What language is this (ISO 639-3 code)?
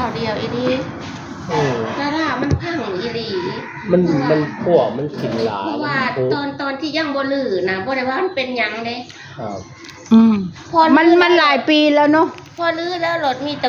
tts